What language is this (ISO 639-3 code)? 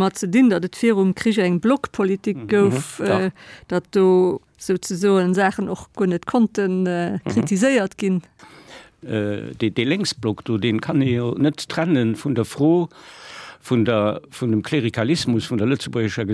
ltz